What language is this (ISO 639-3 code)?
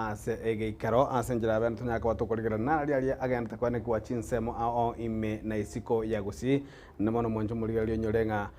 guz